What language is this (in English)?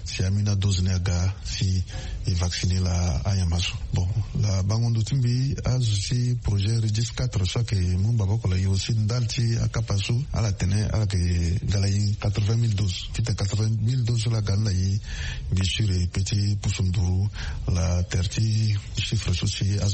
Sango